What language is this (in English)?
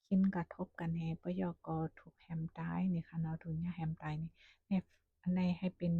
Shan